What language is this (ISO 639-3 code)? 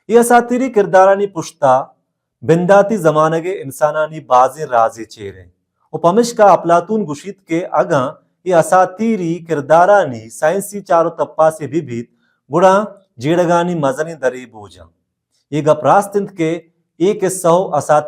bal